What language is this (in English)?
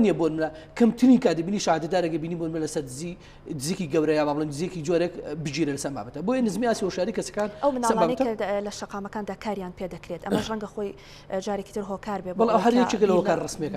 Central Kurdish